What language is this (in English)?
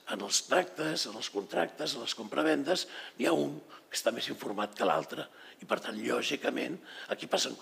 Catalan